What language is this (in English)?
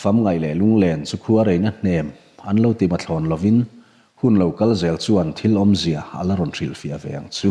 Mizo